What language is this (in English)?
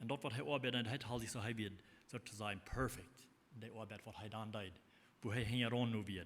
Plautdietsch